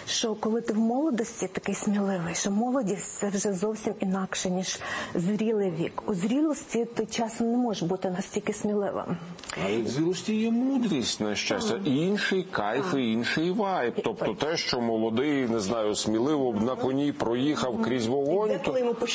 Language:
Ukrainian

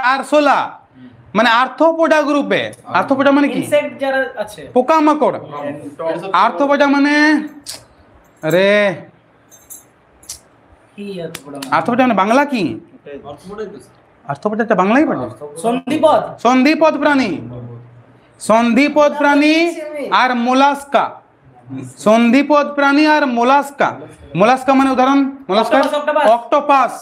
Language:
Bangla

